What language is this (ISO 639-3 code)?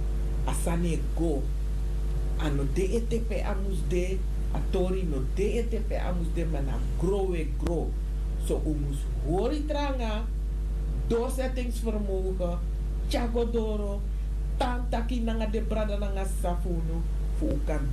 srn